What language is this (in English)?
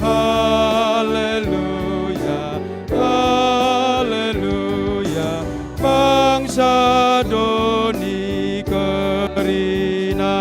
Batak Karo